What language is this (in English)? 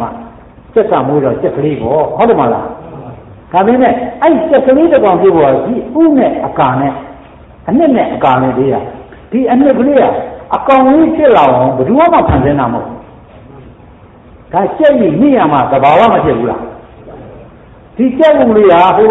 Burmese